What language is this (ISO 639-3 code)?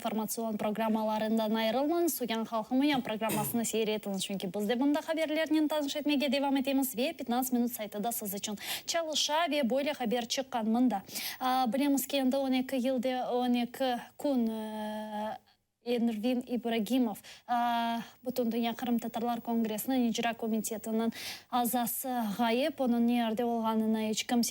crh